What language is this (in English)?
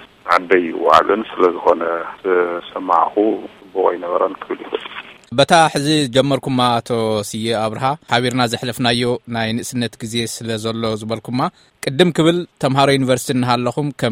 Tigrinya